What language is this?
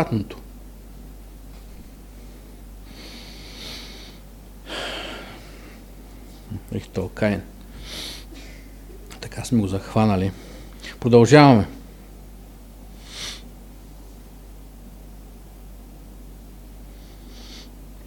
Bulgarian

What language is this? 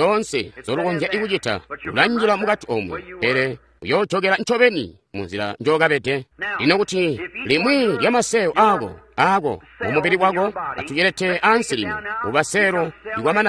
Tonga (Zambia)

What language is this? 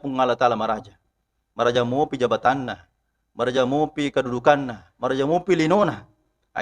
Buginese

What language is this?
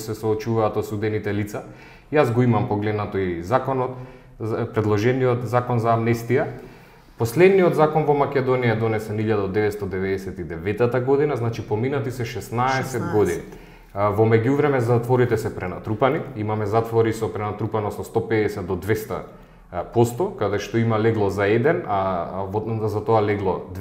Macedonian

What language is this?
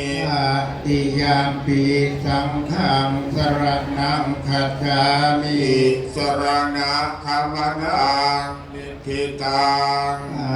Pali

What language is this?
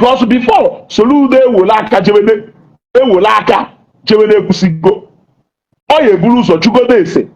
Igbo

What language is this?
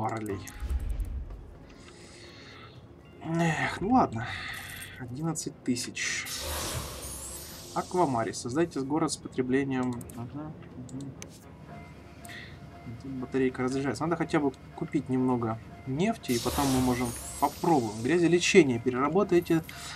Russian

